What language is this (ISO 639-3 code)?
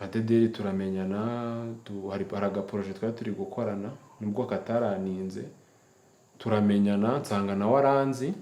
kin